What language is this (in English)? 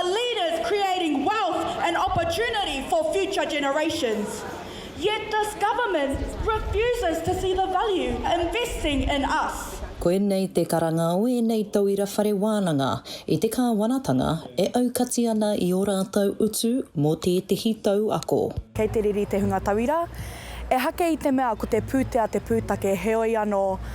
Māori